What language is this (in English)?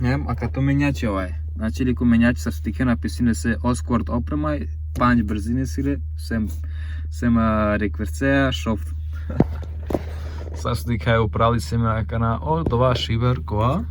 Romany